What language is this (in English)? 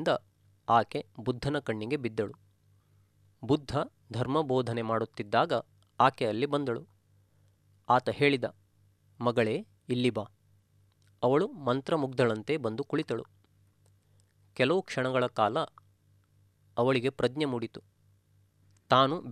Kannada